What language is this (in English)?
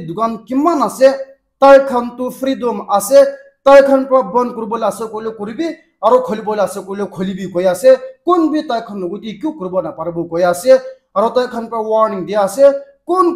Naga Pidgin